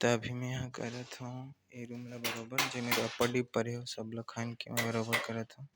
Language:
Chhattisgarhi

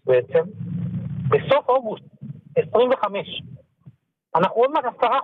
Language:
Hebrew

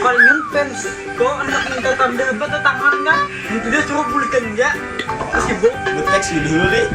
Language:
Banjar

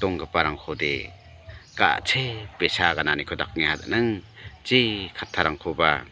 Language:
Garo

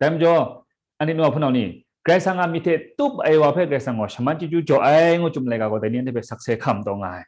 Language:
Kachin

